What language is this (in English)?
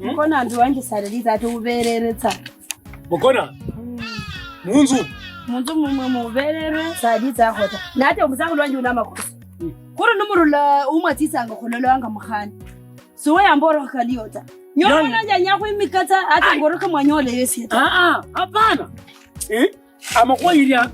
Kabras